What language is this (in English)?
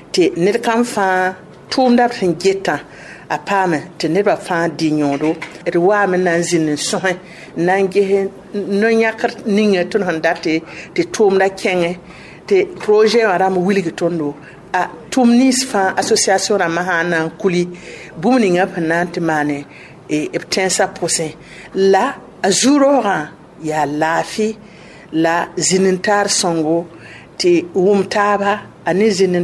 Mossi